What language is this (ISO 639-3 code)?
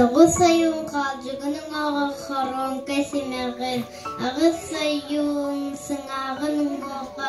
sah